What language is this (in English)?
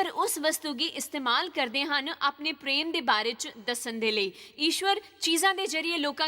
Dogri